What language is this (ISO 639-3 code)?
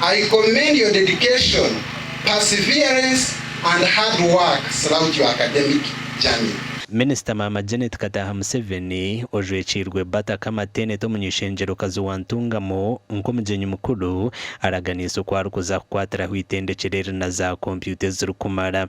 nyn